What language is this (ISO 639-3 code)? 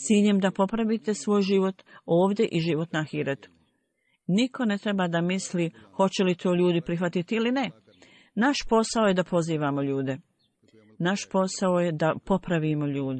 bos